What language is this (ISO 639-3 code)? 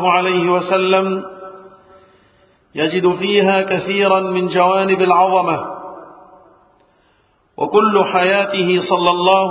ara